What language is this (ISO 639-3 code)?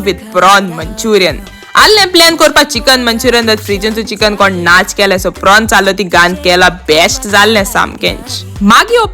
kok